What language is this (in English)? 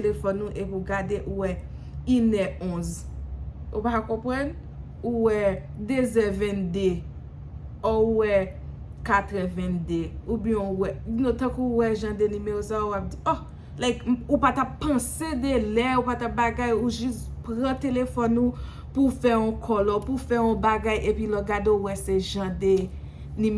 Haitian Creole